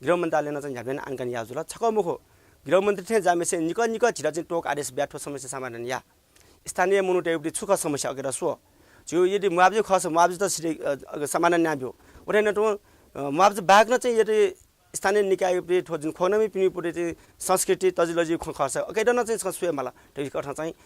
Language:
Newari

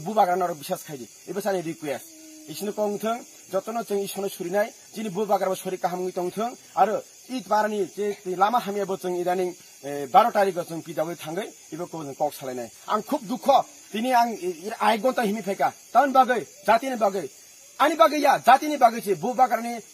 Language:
Kok Borok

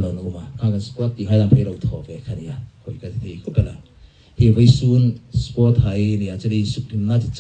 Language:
Hmar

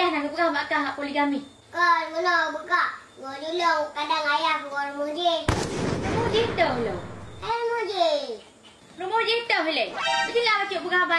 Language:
Achinese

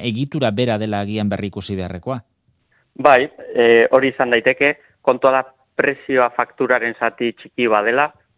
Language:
Basque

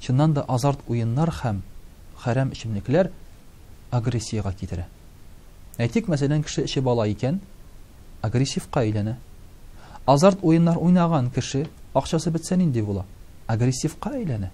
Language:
Tatar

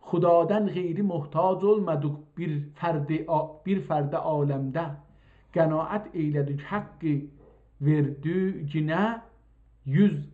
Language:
South Azerbaijani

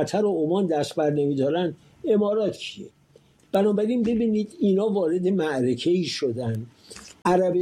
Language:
Persian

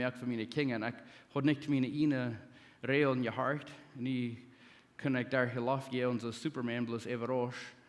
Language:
Plautdietsch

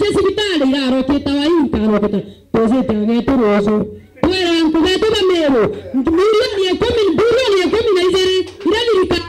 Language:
Meru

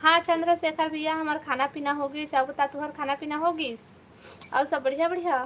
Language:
Chhattisgarhi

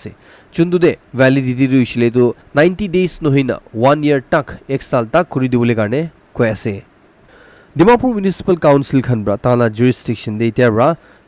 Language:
Naga Pidgin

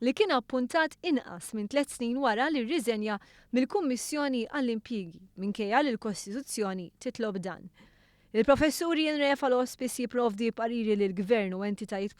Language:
Maltese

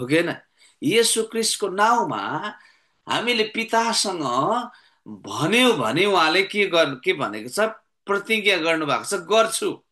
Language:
Nepali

